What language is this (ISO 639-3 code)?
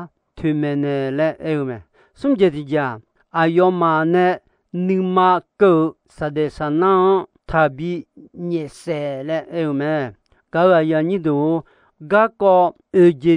ahk